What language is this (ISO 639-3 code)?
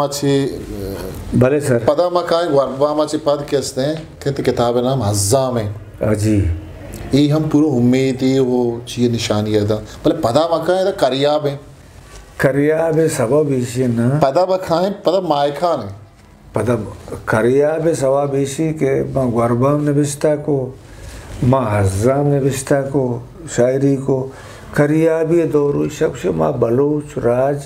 bgp